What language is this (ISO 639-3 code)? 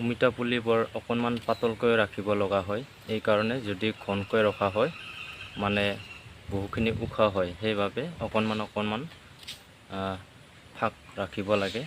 asm